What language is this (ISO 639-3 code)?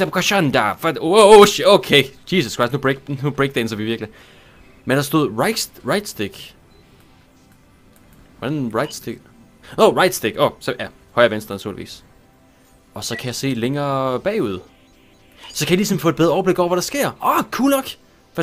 dan